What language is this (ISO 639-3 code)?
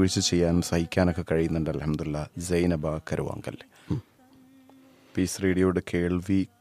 mal